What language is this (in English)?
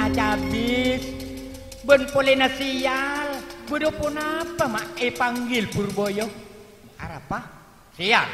Madurese